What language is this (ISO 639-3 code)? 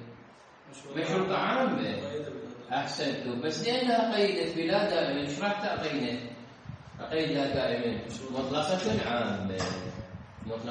acm